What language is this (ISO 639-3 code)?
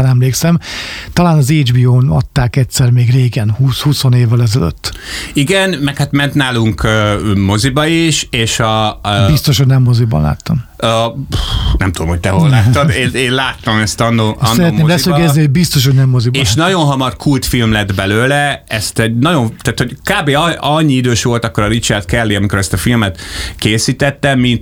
hun